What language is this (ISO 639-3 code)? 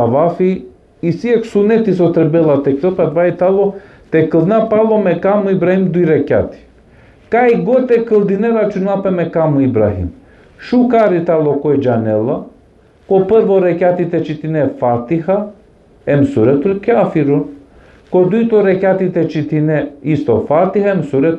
rmn